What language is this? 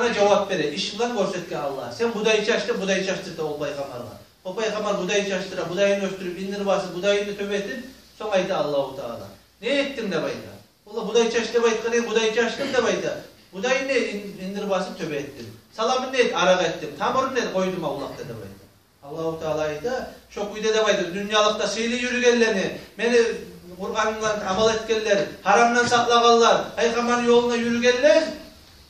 Kumyk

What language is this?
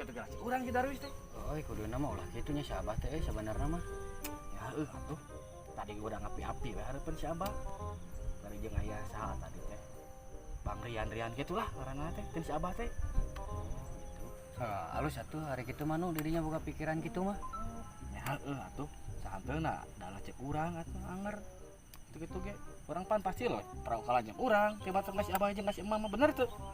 Sundanese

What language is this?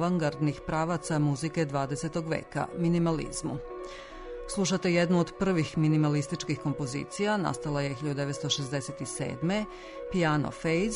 Serbian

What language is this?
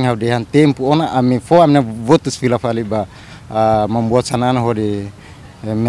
Tetum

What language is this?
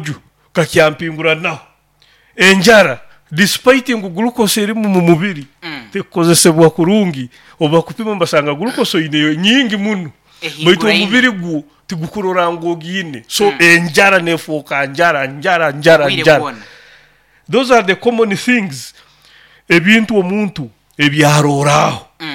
Nyoro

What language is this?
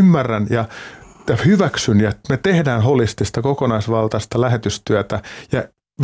Finnish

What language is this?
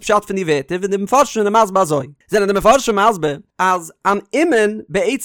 Yiddish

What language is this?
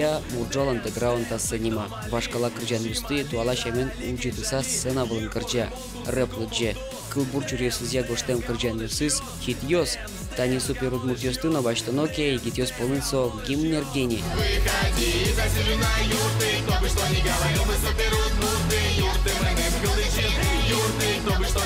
Udmurt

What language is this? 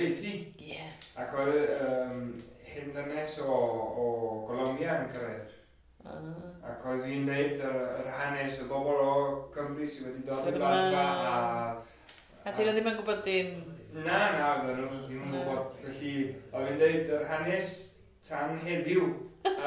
Welsh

